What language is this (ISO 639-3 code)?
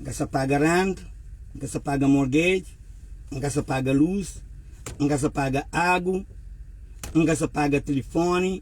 kea